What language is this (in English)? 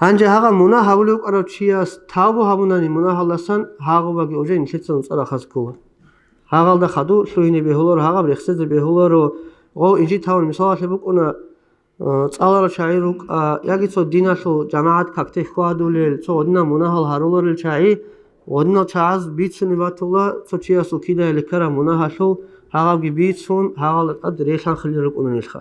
Avaric